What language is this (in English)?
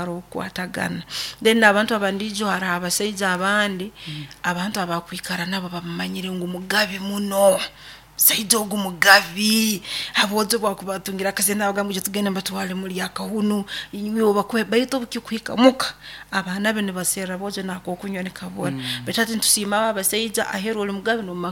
Nyoro